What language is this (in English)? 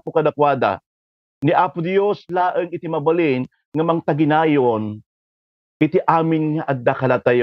Iloko